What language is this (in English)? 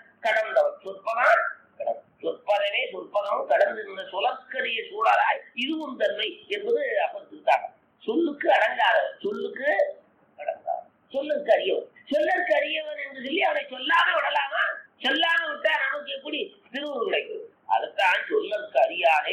Tamil